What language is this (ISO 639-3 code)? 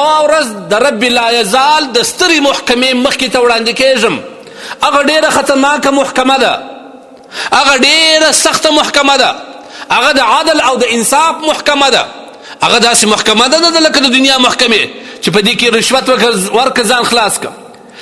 pus